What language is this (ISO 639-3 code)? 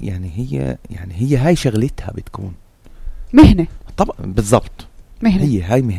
apc